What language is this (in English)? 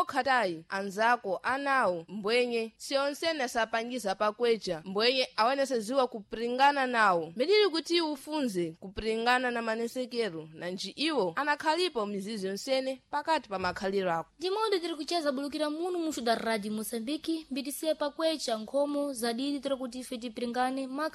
Sena